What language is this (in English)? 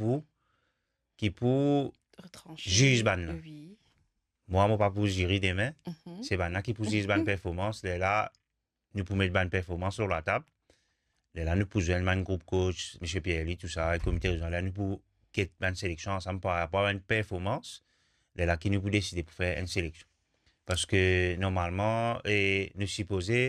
Morisyen